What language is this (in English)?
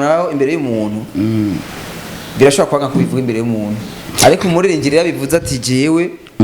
Rundi